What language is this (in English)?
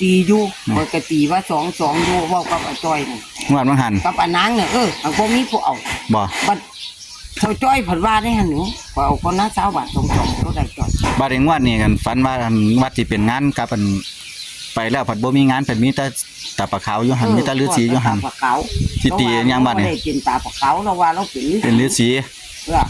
Northeastern Thai